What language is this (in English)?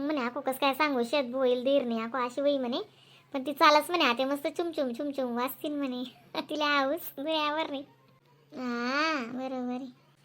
Khandesi